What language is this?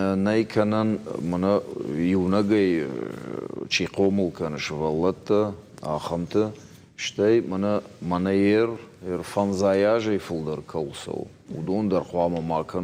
Ossetic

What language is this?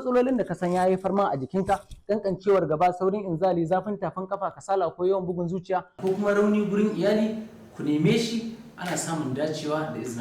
Hausa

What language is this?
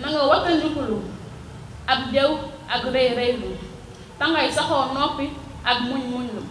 Wolof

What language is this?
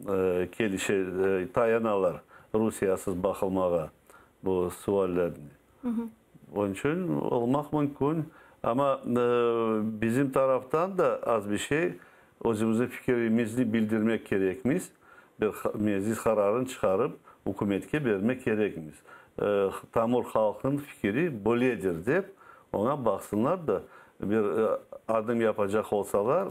Crimean Tatar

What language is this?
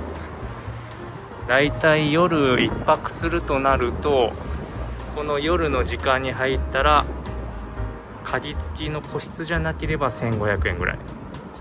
Japanese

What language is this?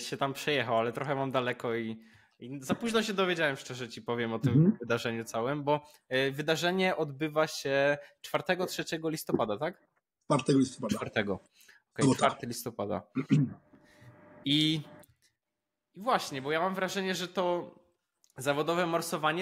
Polish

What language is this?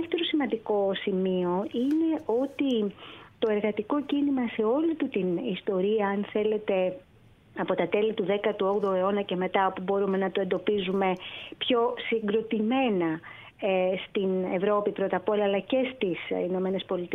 Greek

